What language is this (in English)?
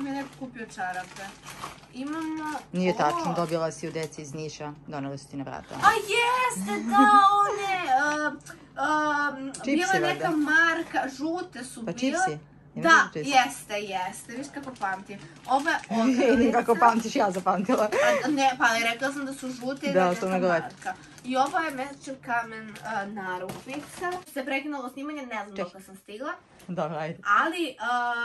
Serbian